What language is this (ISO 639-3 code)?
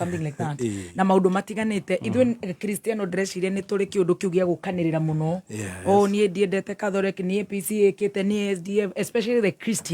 kik